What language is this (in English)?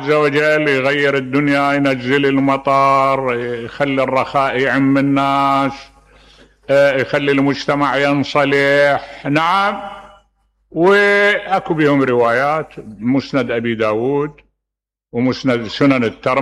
Mesopotamian Arabic